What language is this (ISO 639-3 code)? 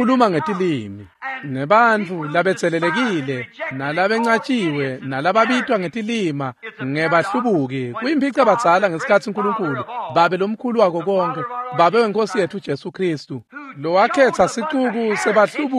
ssw